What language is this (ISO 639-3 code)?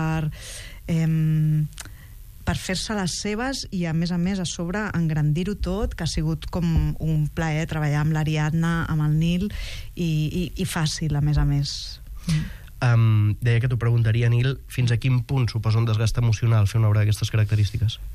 cat